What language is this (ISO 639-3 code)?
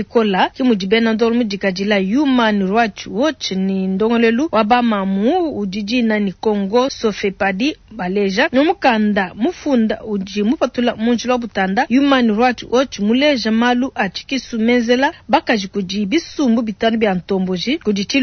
lua